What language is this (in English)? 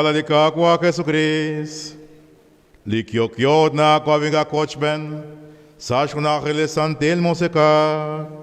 Kekchí